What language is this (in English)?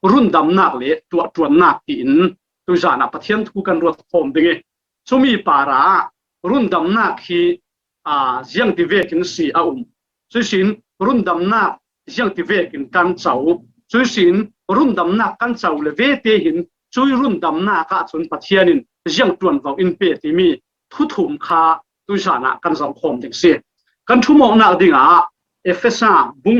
Falam Chin